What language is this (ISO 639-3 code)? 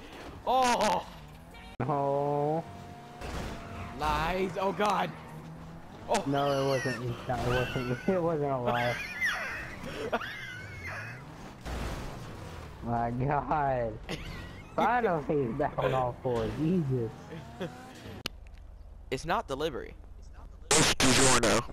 eng